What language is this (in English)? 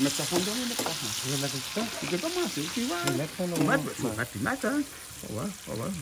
Réunion Creole French